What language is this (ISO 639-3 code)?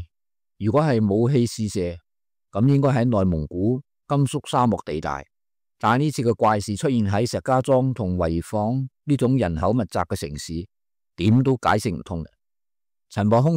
yue